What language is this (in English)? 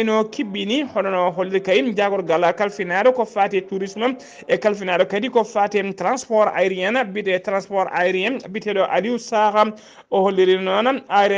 Fula